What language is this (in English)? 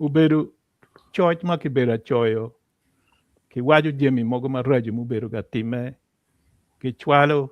Acoli